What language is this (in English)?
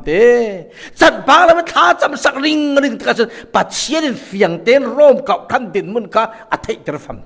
Falam Chin